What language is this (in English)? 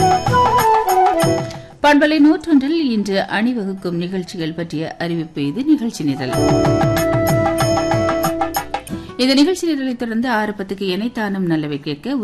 Tamil